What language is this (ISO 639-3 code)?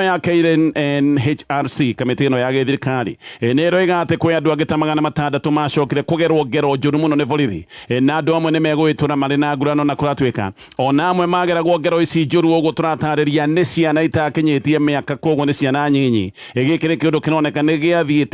kik